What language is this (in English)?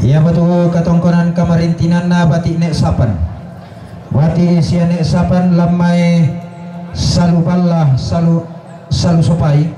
Toraja-Sa'dan